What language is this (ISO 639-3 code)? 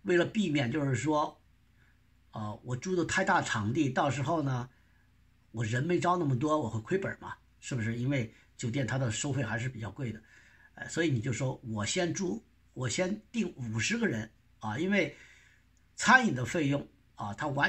zho